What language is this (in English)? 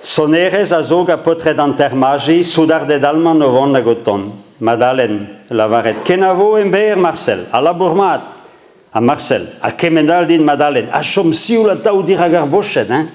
Breton